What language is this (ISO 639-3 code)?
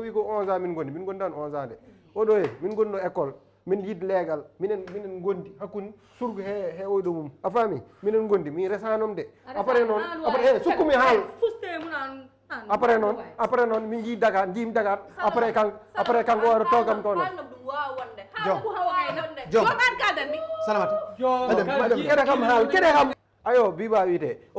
ful